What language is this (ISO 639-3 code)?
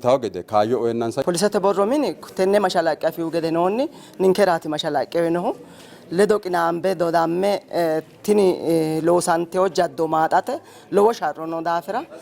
sid